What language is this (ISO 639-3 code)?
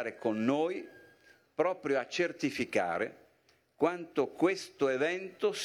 ita